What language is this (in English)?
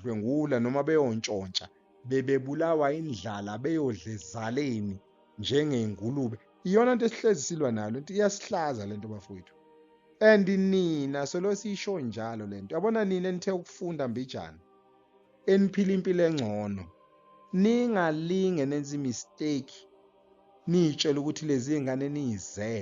Zulu